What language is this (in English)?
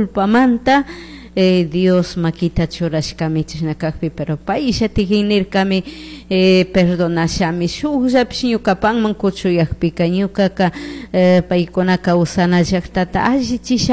Chimborazo Highland Quichua